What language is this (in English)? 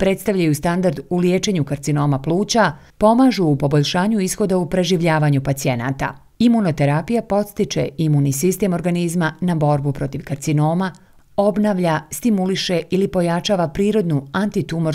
Bosnian